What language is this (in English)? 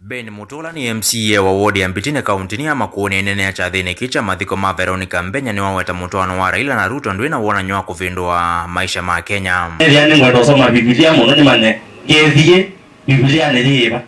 Kamba